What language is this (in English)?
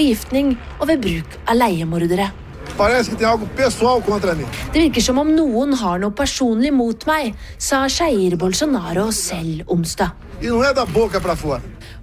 Norwegian